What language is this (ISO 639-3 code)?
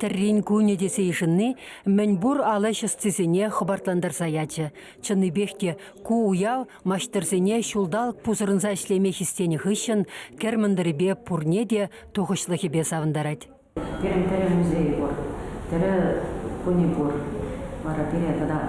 chv